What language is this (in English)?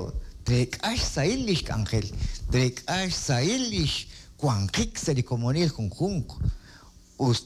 Kekchí